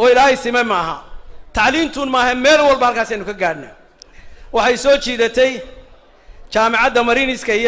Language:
Somali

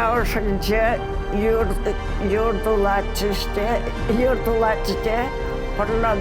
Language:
Chuvash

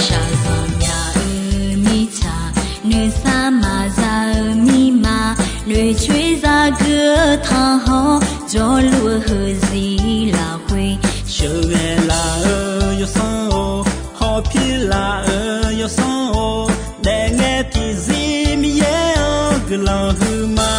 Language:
Akha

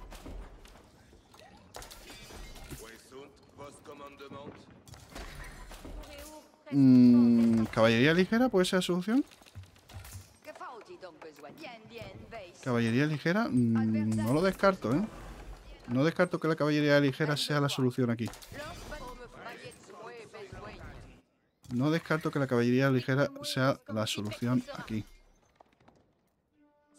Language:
Spanish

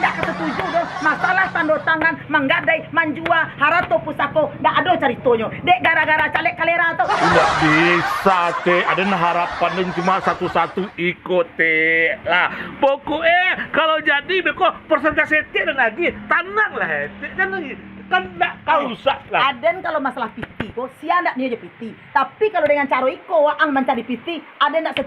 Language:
Minangkabau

